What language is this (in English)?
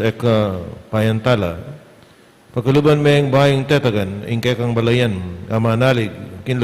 Pampanga